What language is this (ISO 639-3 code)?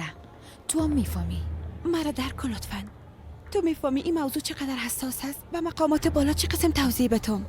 fas